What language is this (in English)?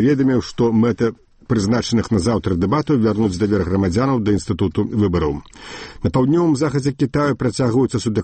Belarusian